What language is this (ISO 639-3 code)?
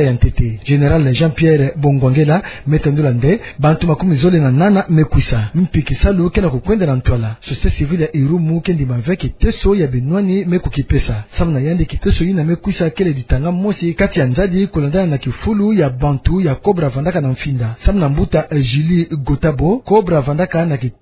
ktu